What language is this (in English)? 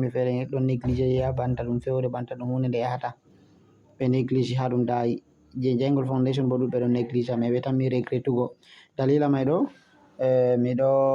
Fula